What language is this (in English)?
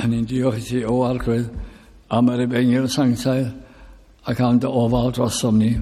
Welsh